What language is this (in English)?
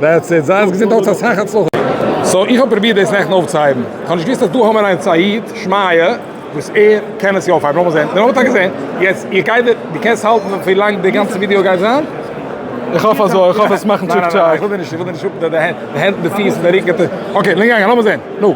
Yiddish